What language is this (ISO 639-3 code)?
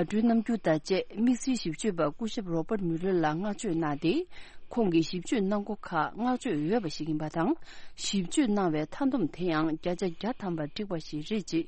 bod